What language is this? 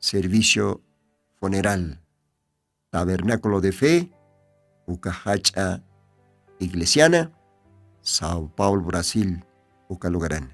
Aymara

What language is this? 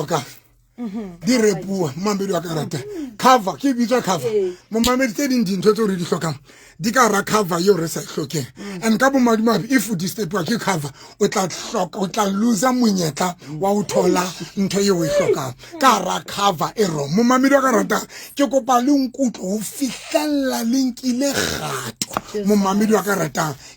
Southern Sotho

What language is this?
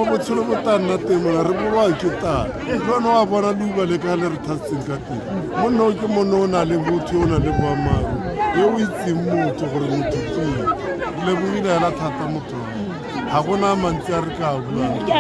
Tswana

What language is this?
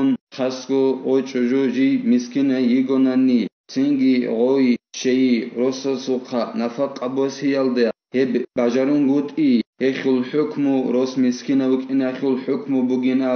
Avaric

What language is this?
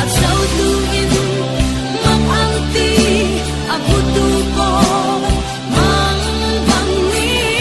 Falam Chin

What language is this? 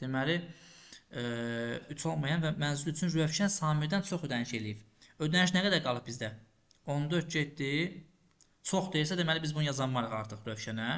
Azerbaijani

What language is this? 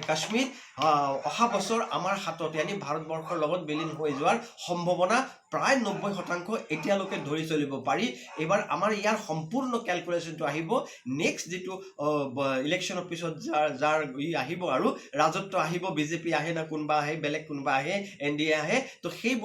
Assamese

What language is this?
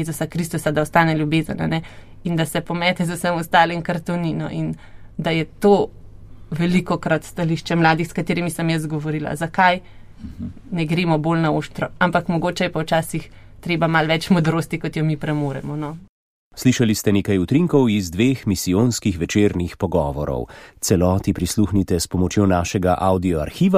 Slovenian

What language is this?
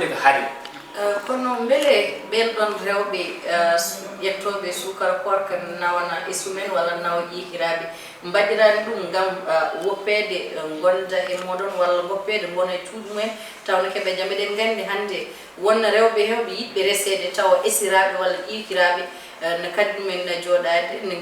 Fula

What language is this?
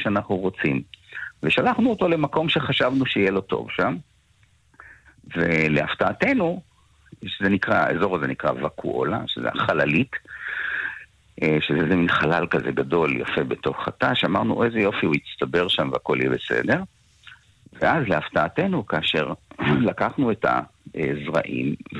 Hebrew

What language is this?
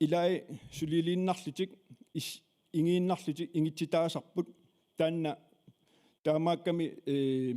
Kalaallisut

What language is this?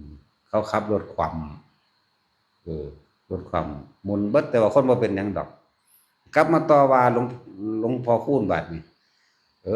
Northeastern Thai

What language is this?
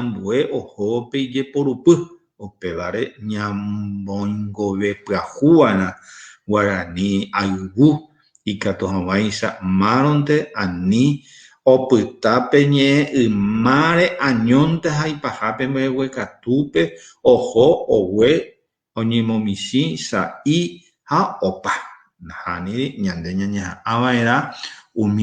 Guarani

